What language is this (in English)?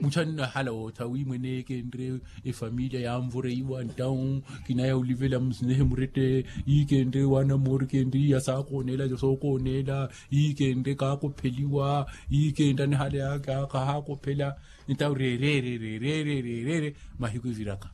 Makhuwa